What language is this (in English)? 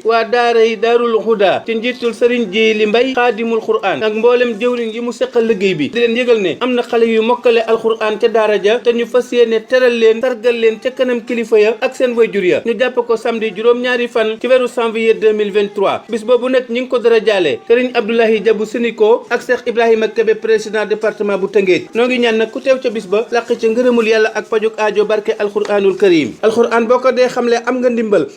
Wolof